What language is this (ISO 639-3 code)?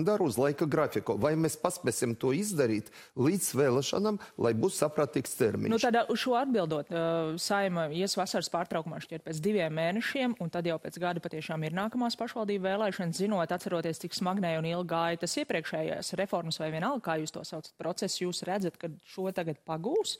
lav